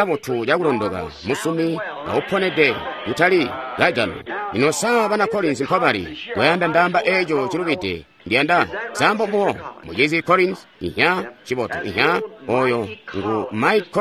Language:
Tonga (Zambia)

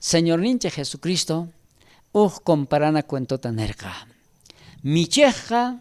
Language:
South Bolivian Quechua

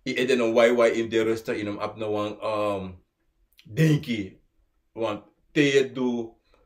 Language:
Sranan Tongo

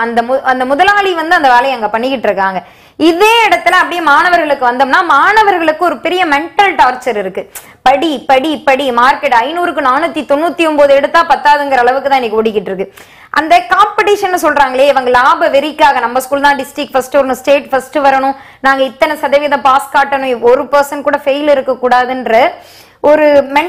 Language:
Tamil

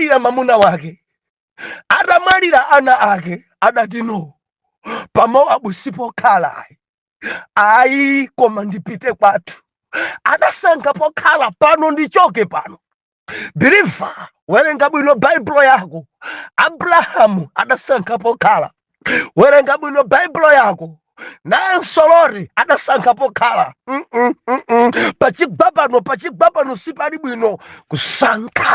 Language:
Nyanja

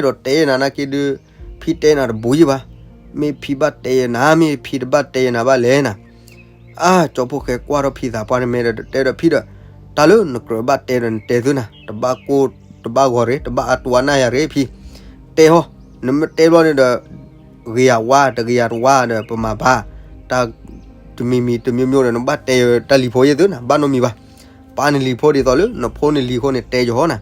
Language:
S'gaw Karen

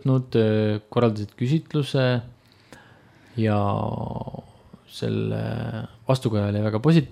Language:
Estonian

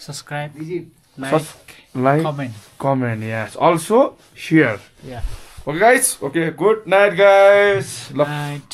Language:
Nepali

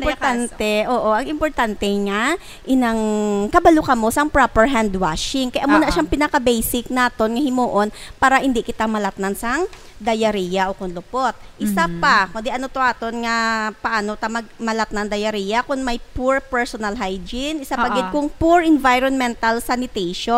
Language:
Hiligaynon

